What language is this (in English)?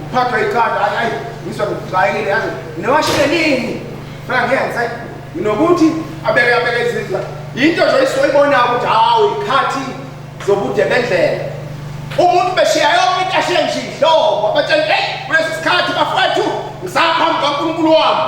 Zulu